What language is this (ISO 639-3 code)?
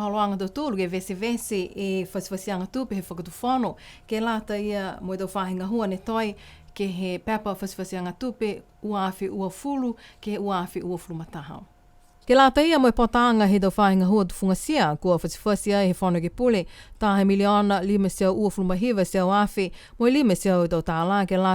niu